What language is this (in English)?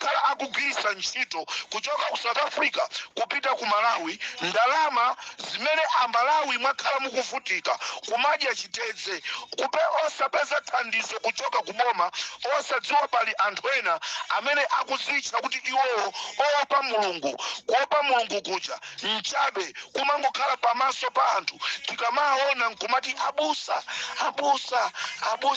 Nyanja